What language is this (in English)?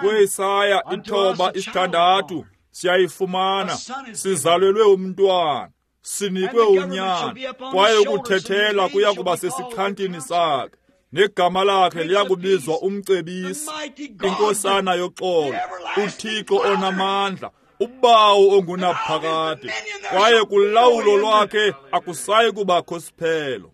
Xhosa